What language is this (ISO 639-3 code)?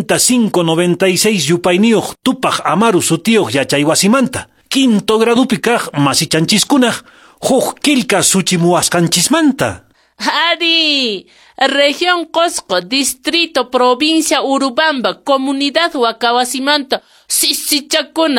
que